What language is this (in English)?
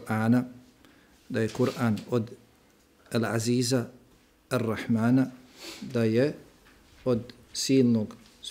Bosnian